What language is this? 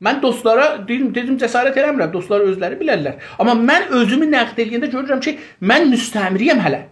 South Azerbaijani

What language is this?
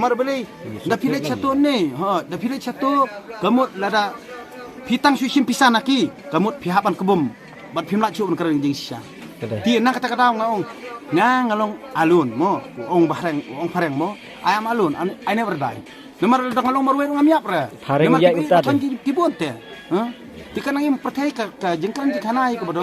Khasi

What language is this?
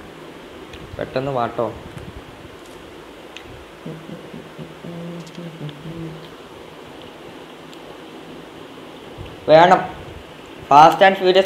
Malayalam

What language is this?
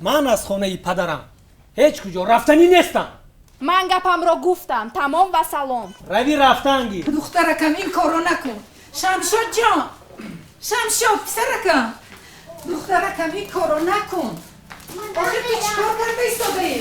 Tajik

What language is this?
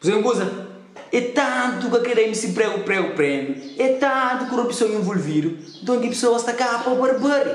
Kabuverdianu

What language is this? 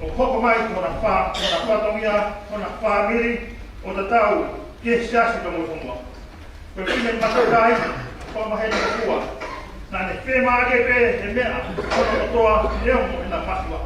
Tongan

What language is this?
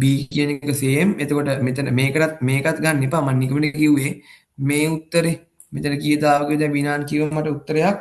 Sinhala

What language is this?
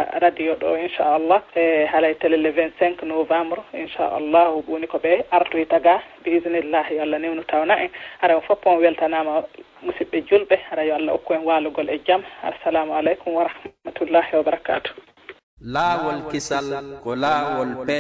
Fula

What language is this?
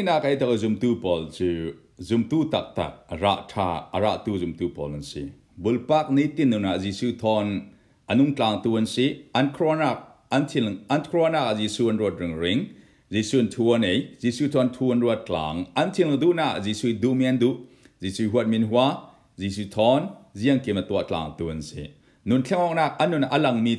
Falam Chin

